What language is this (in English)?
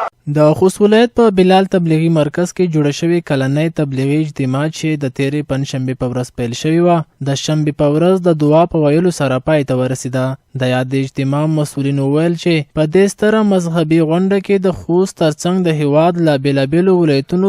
Pashto